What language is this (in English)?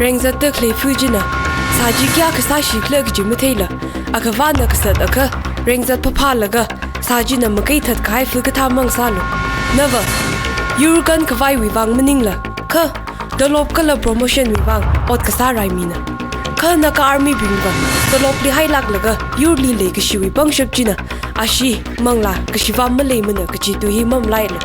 Tangkhul Naga (India)